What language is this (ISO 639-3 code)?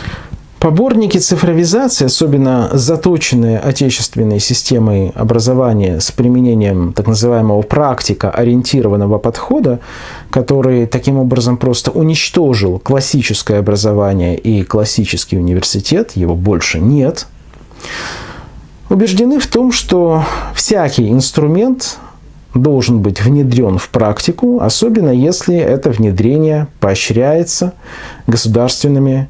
rus